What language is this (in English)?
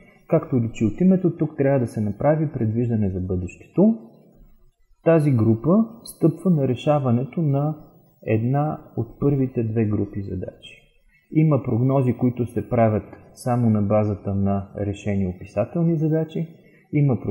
Bulgarian